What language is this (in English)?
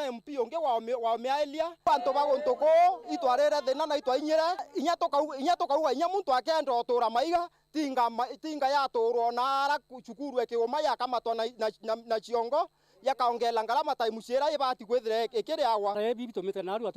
Meru